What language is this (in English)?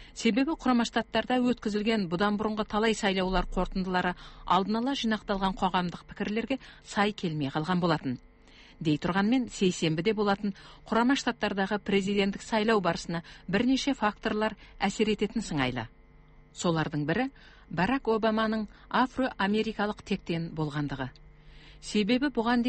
Kazakh